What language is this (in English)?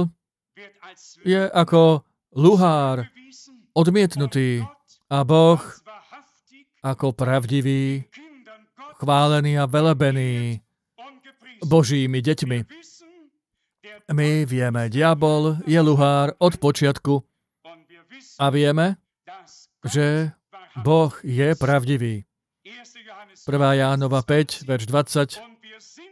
Slovak